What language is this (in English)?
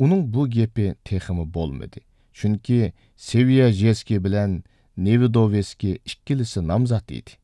Uyghur